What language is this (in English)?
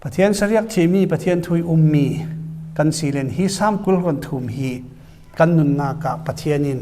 Falam Chin